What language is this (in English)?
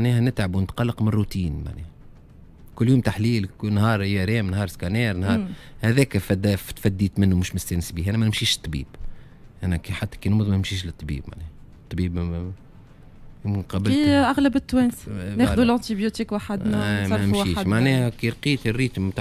Tunisian Arabic